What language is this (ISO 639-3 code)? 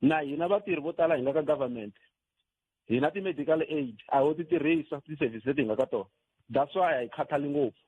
tso